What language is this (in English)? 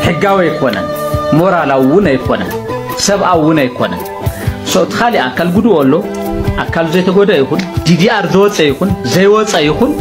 Tigrinya